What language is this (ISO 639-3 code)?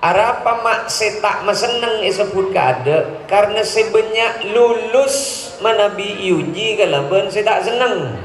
mad